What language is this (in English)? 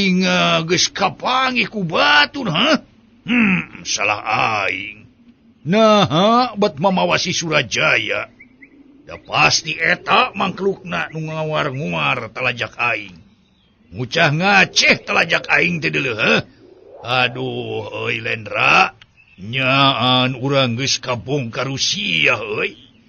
Sundanese